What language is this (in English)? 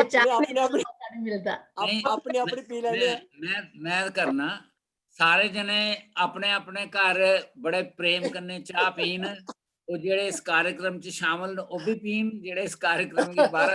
Dogri